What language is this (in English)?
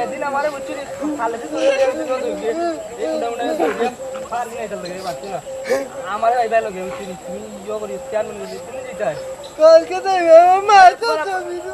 Sylheti